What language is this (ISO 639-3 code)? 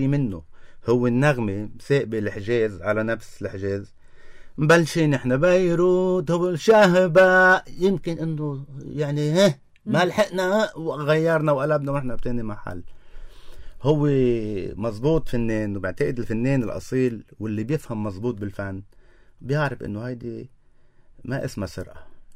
apc